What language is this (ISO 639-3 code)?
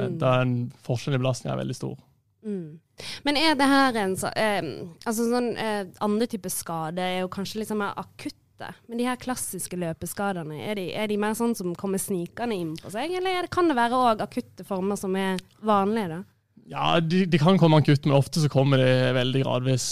nor